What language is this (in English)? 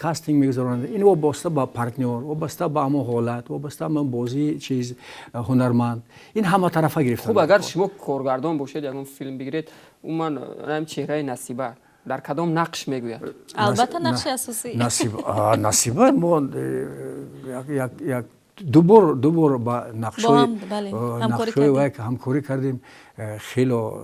Tajik